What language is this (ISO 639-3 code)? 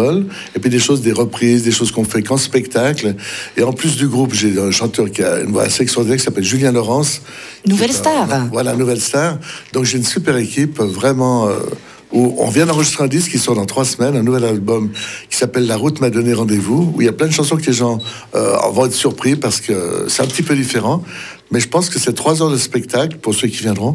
fra